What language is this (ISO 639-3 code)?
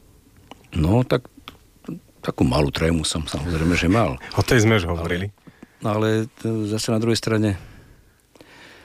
slk